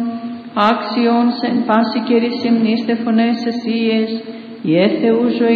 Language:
Greek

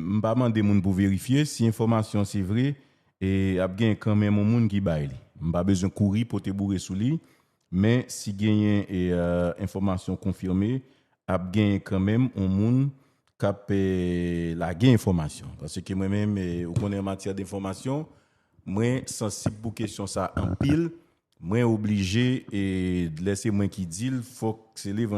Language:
Haitian Creole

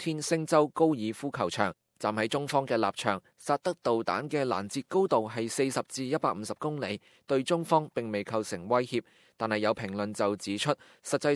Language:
Cantonese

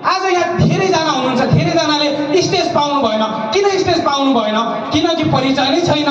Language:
Nepali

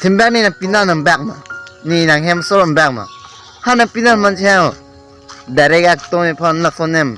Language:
Karbi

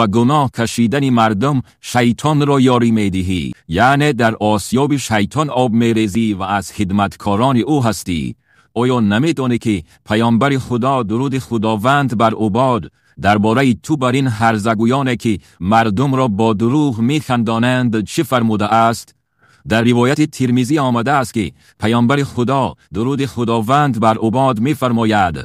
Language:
Tajik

